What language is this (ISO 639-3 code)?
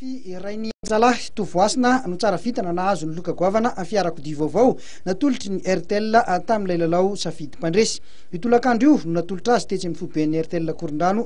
mlg